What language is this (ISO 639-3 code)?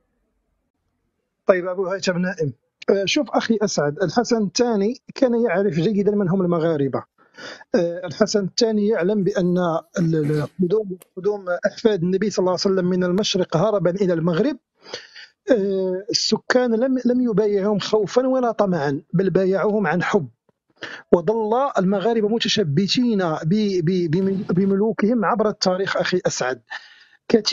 ara